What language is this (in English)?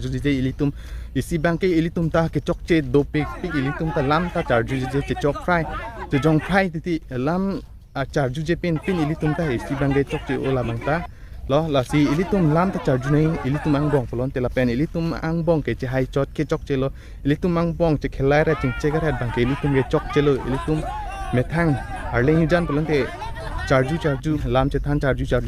Karbi